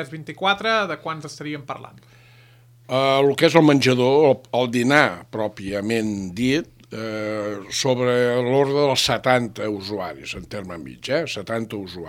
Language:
Catalan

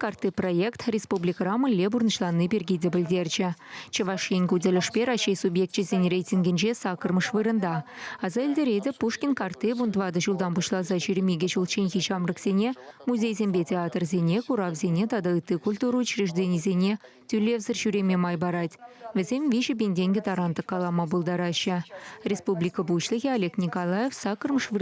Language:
Chuvash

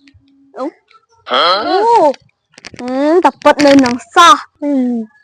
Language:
Khmer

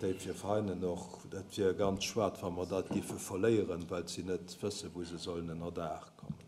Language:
Luxembourgish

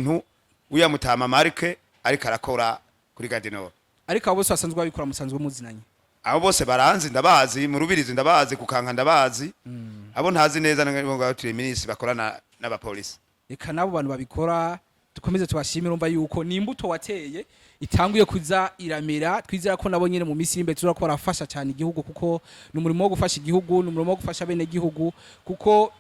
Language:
Rundi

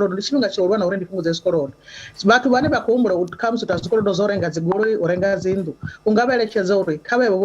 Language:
Venda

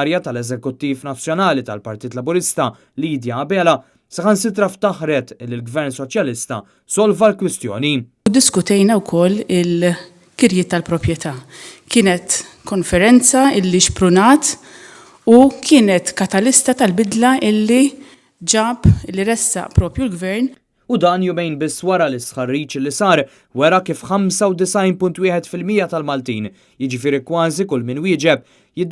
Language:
Maltese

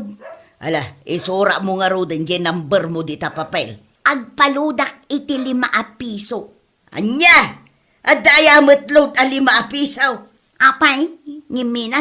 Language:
Iloko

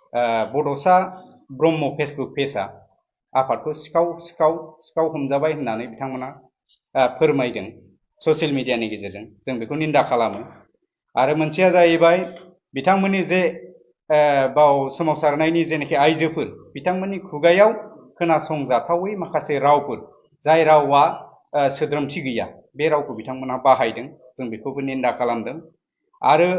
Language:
Bodo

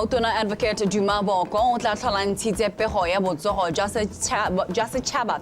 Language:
Tswana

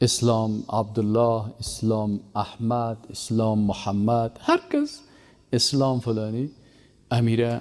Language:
Persian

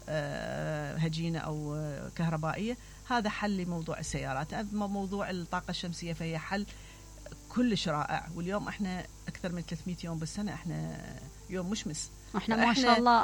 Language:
Mesopotamian Arabic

